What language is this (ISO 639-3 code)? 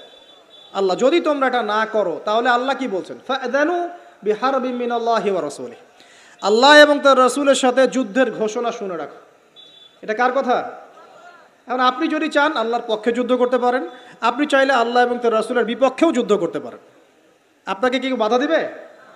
ben